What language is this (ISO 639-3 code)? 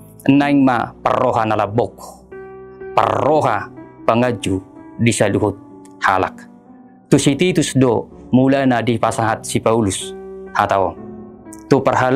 bbc